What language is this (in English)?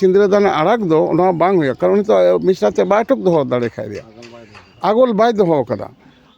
Santali